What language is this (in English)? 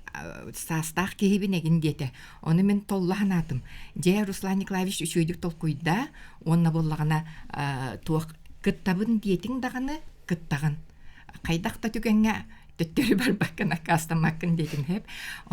Yakut